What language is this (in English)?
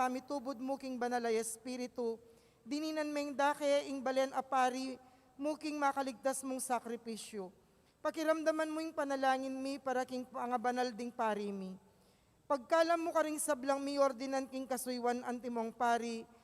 Pampanga